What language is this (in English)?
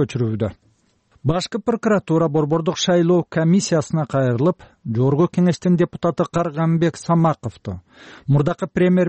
Kyrgyz